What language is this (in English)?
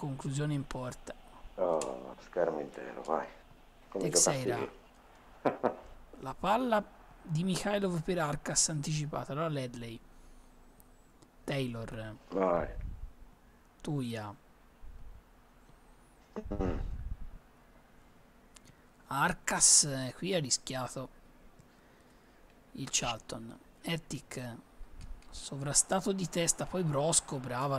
Italian